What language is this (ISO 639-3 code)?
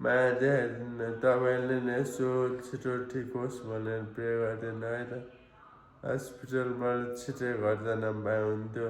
nep